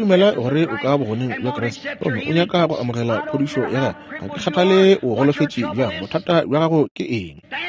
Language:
Northern Sotho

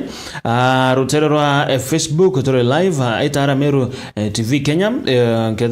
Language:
Meru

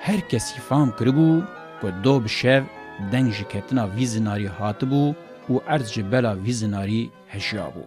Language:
Kurdish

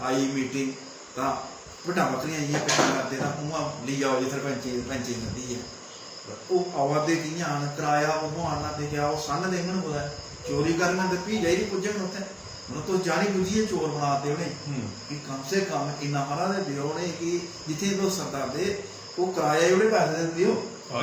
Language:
Dogri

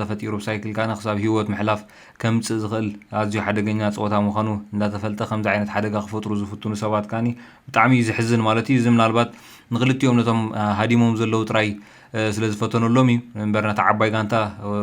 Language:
Tigrinya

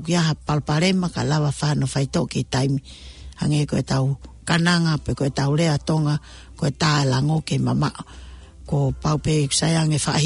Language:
Tongan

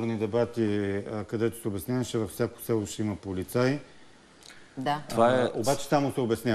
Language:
Bulgarian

